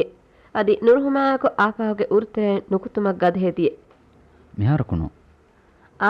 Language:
Divehi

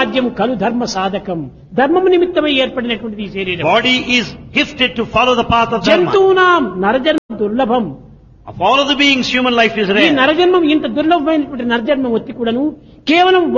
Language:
Telugu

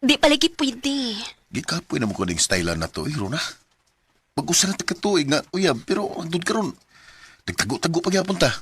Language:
Cebuano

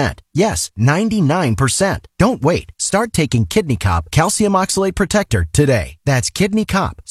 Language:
English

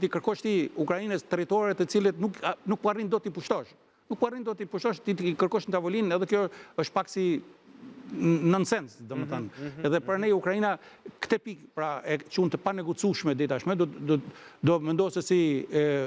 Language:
Albanian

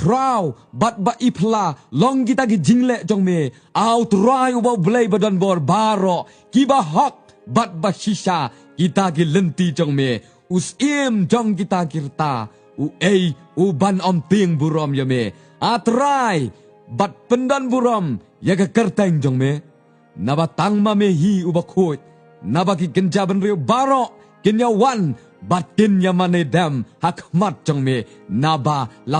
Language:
Khasi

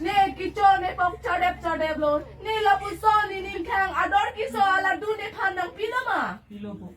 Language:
Karbi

